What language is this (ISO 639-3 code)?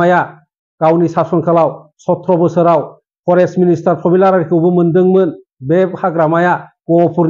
brx